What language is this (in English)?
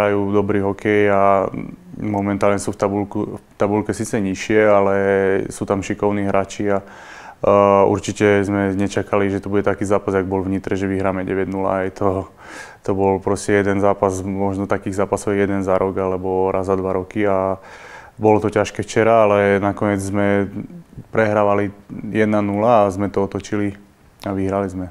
Slovak